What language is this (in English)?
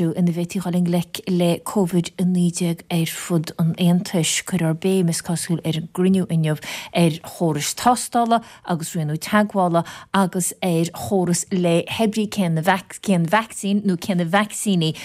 Irish